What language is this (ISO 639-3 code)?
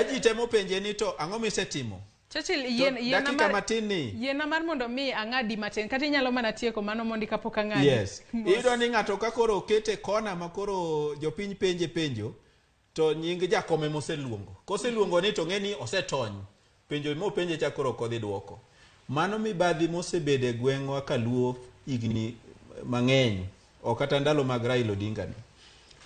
luo